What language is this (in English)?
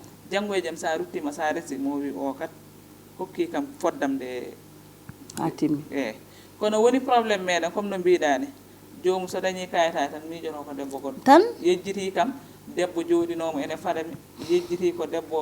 Fula